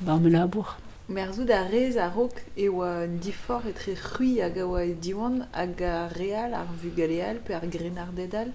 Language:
Breton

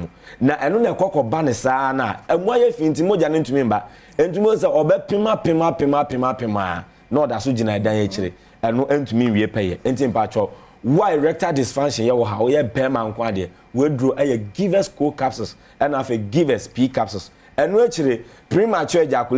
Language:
Akan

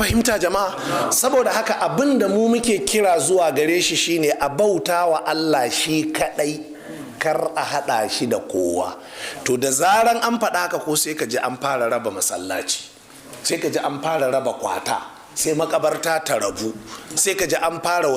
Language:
Hausa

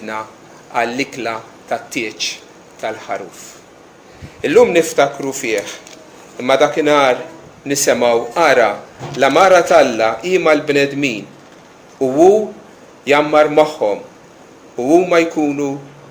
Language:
Maltese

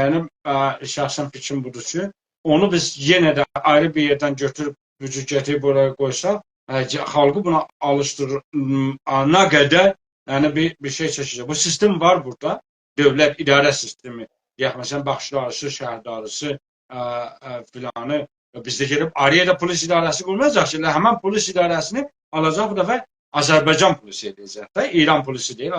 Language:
South Azerbaijani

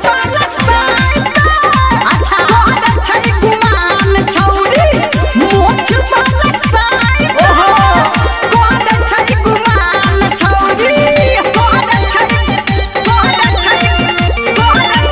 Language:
Bhojpuri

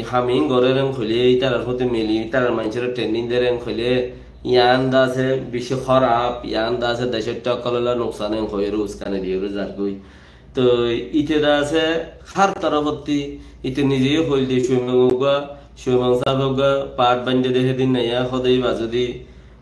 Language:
Rohingya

